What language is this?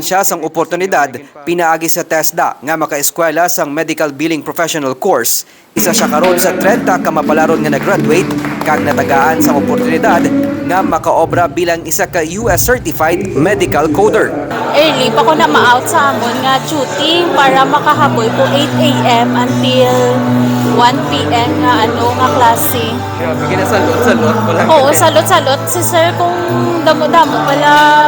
Hiligaynon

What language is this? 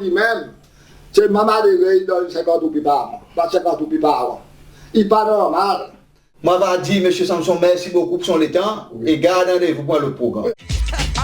Seselwa Creole French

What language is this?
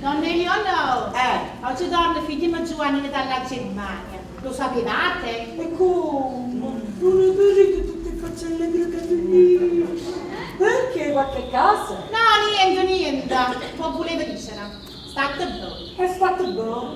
Neapolitan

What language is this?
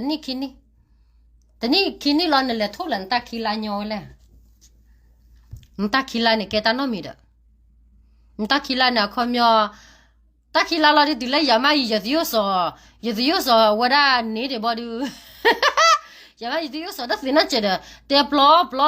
S'gaw Karen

